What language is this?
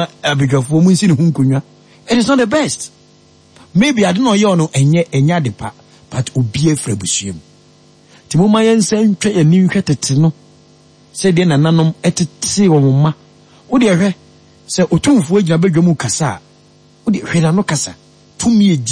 Akan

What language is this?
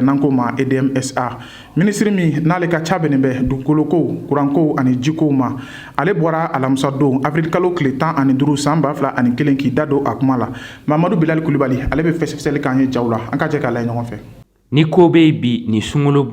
Bambara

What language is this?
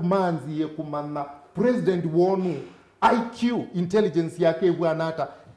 Kamba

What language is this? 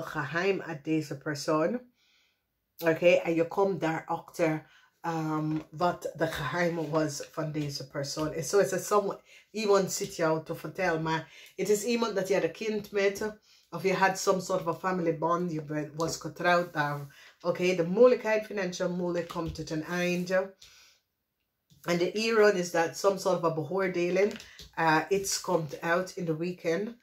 Dutch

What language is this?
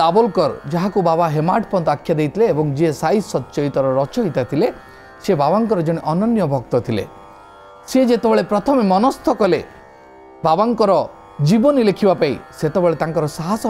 Odia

